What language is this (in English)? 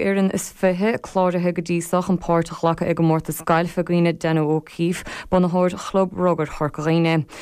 Irish